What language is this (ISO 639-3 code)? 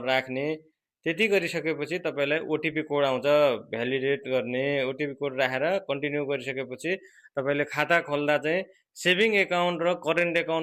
nep